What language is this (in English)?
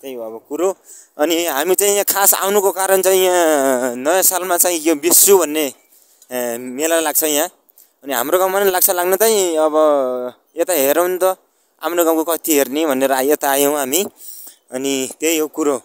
Nepali